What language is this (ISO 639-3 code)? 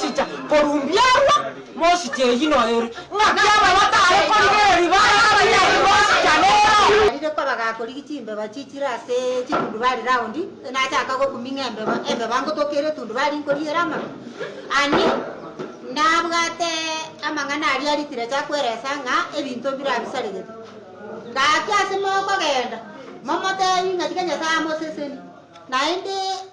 guz